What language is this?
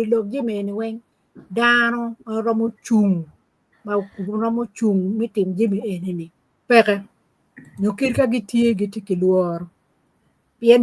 Acoli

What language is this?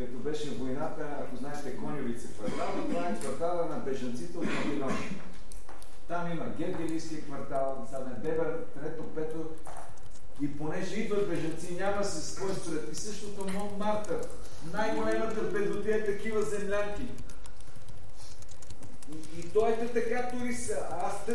Bulgarian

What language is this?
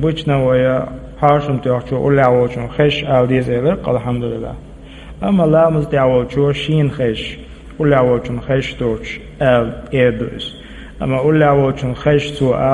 Chechen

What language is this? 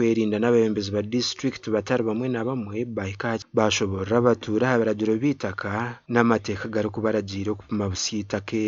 Nyankole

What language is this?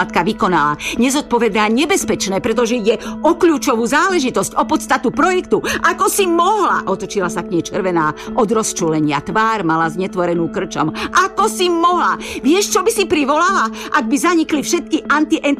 Slovak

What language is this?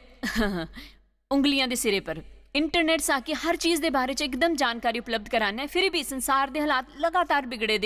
Dogri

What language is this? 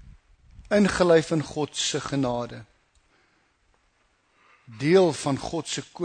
Afrikaans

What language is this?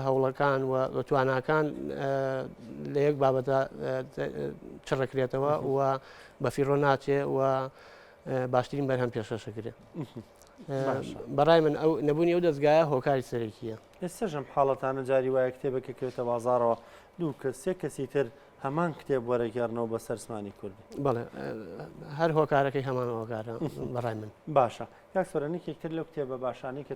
Central Kurdish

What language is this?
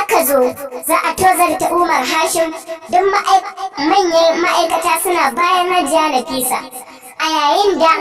Hausa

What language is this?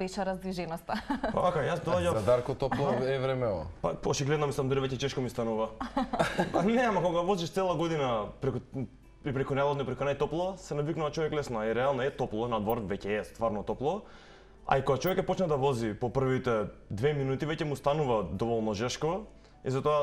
Macedonian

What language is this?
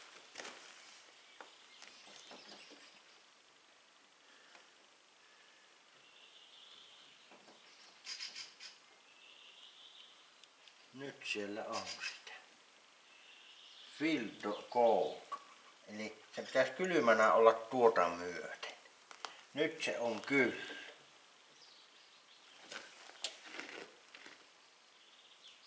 Finnish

